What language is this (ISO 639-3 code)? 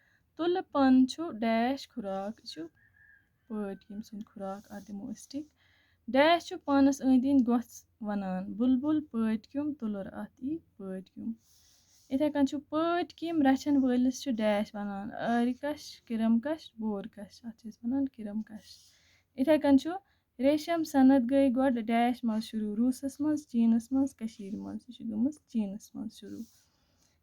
kas